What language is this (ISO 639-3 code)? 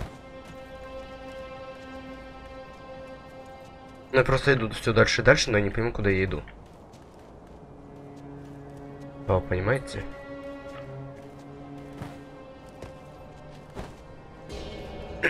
rus